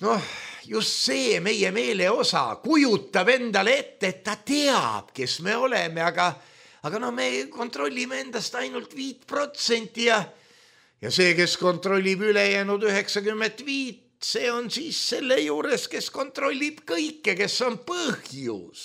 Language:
Estonian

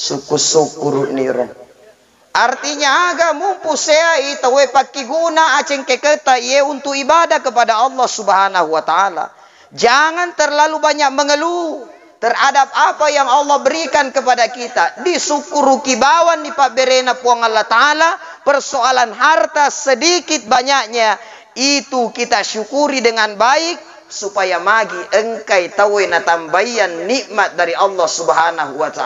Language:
Buginese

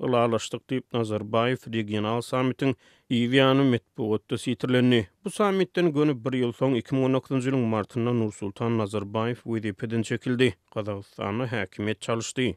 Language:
Turkmen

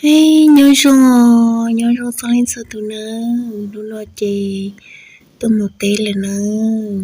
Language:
Hmong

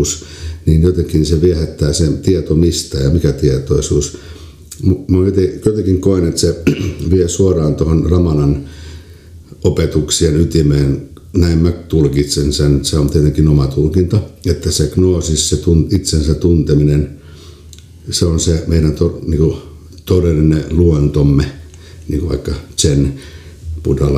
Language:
Finnish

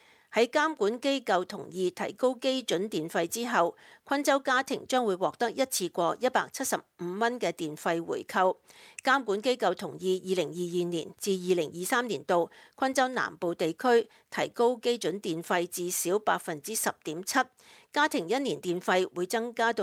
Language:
Cantonese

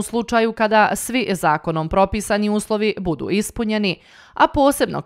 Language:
Bosnian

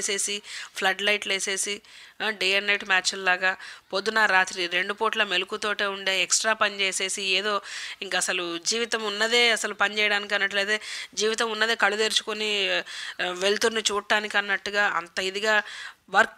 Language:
Telugu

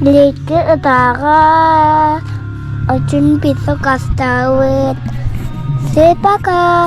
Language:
Yakut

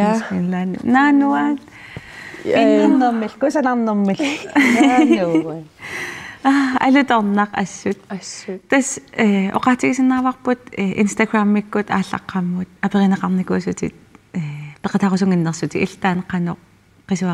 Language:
Kalaallisut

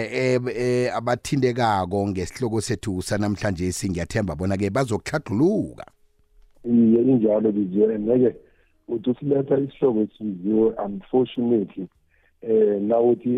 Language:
South Ndebele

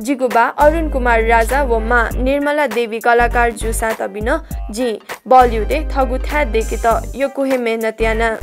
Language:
Newari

